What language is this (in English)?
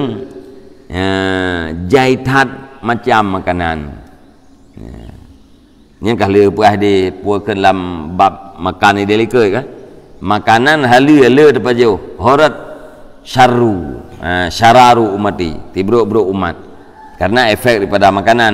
Achinese